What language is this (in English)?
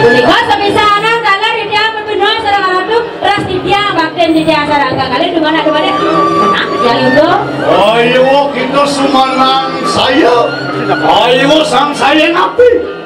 Balinese